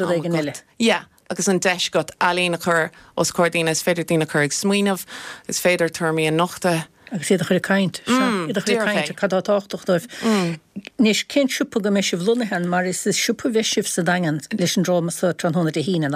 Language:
Irish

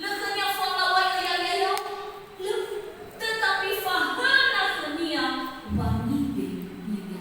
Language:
Nias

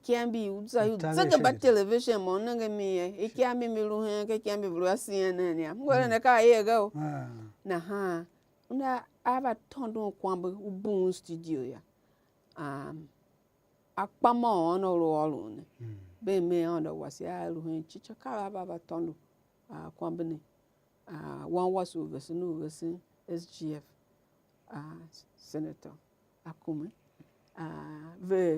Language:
Tiv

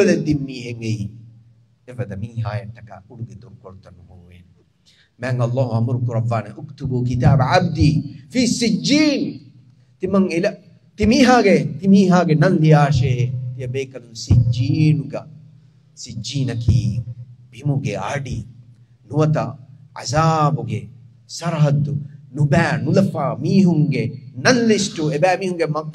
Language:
Divehi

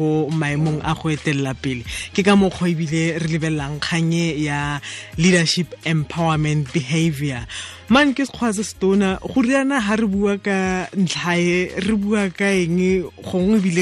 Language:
Tswana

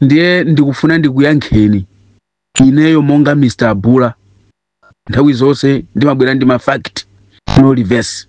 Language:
Nyanja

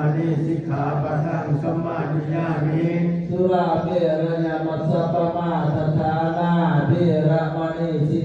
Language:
Pali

